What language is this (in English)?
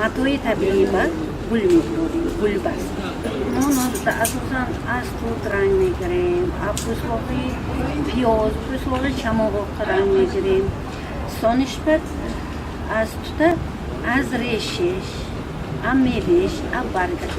Tajik